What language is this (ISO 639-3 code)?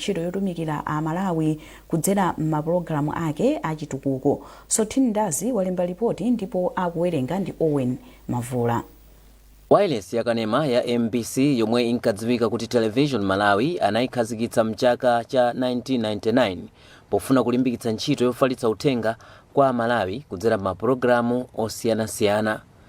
nya